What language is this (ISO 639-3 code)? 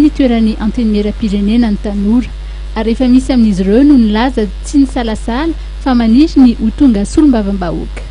mlg